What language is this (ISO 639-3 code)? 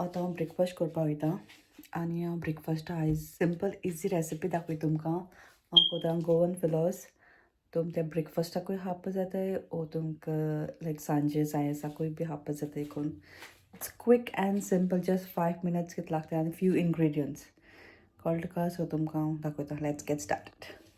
kok